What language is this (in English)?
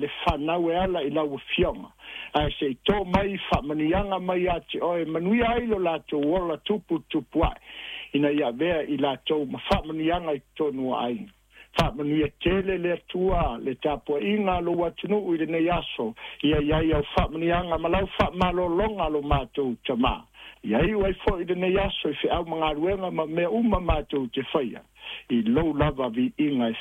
Samoan